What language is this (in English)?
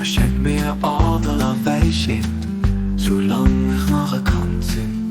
Luxembourgish